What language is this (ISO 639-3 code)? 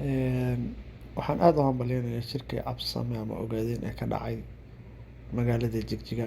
som